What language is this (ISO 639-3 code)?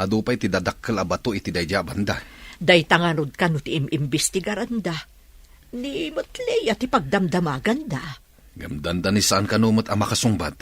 ilo